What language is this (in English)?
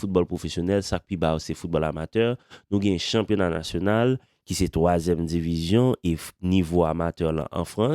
Haitian Creole